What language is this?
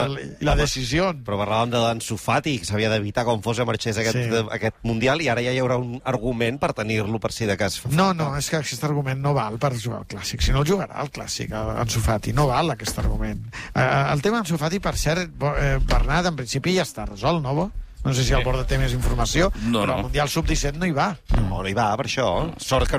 Catalan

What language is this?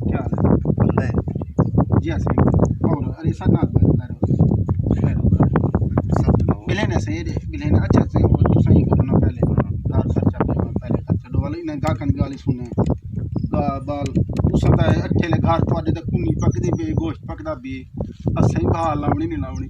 Saraiki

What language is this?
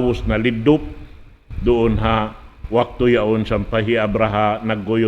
Tausug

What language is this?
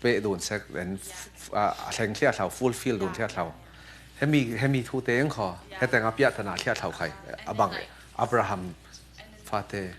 Falam Chin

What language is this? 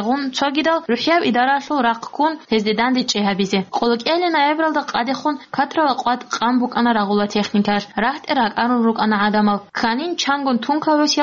Avaric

